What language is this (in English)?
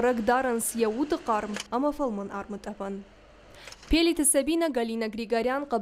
Ossetic